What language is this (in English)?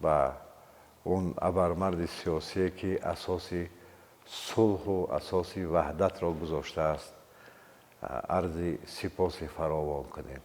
Tajik